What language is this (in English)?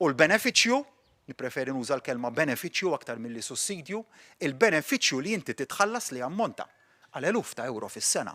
Maltese